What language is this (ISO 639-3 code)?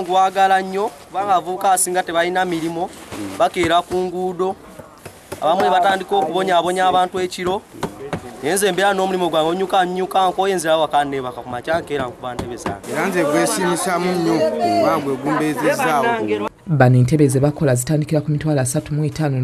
lug